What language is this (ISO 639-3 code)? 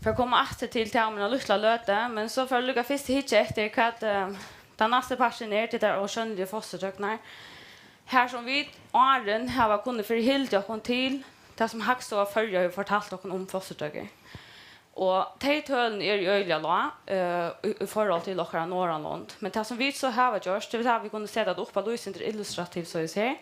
fao